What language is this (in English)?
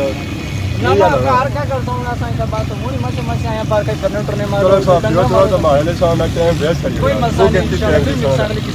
Pahari-Potwari